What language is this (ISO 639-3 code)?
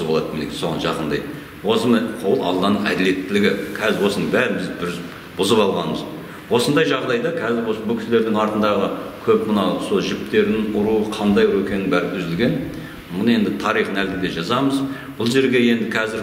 kaz